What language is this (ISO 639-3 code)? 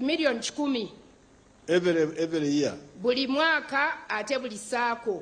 nyn